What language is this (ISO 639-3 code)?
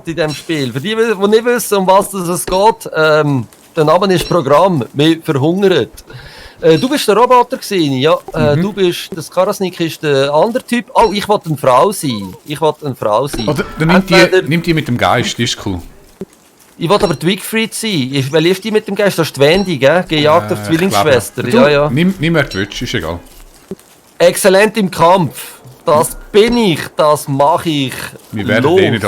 gsw